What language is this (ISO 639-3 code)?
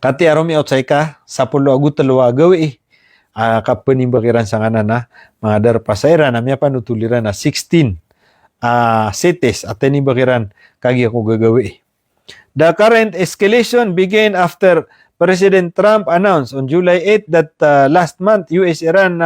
mrw